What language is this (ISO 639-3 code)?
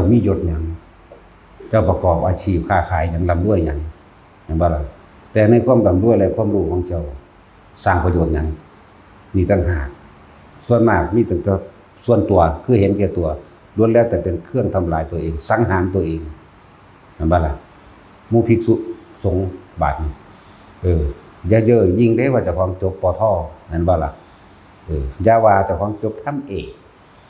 tts